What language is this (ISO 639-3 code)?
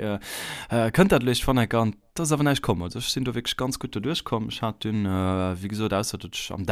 ltz